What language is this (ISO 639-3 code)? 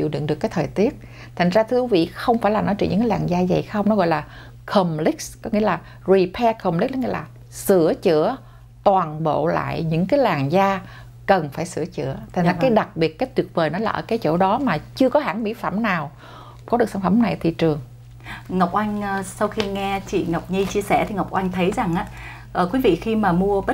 vie